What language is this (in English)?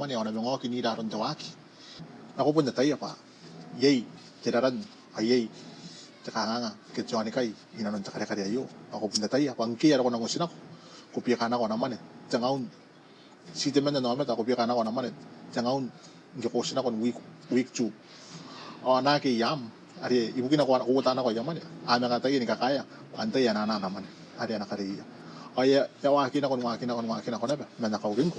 Gilbertese